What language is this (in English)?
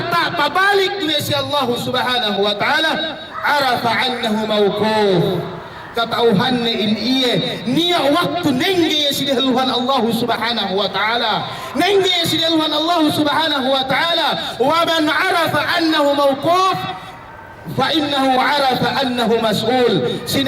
Yakan